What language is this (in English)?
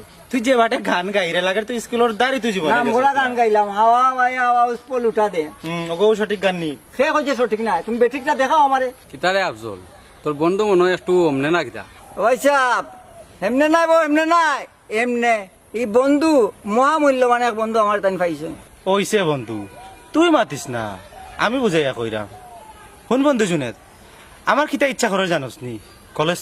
Sylheti